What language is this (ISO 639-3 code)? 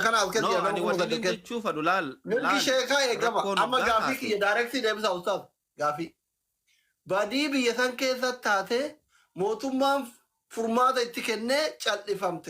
orm